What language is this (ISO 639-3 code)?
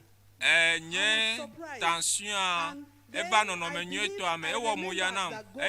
ewe